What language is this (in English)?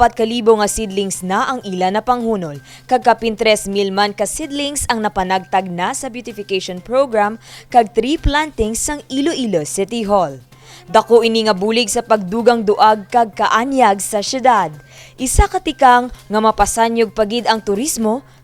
Hiligaynon